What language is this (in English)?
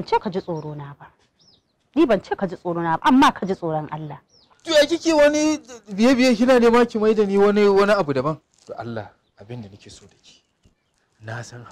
Hausa